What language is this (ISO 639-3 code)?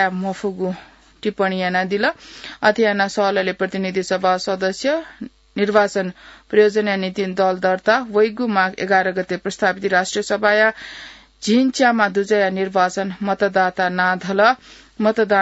new